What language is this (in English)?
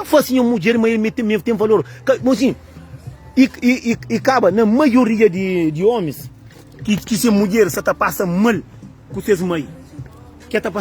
Kabuverdianu